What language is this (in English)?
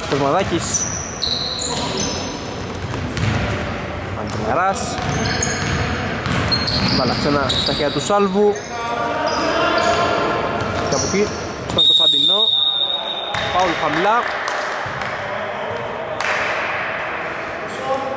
Greek